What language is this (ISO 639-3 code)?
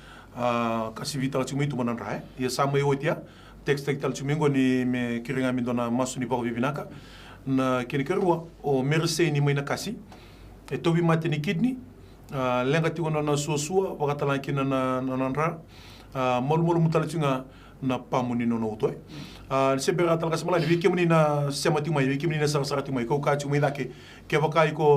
fij